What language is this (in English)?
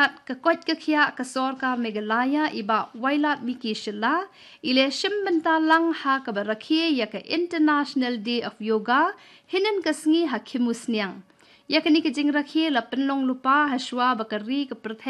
Khasi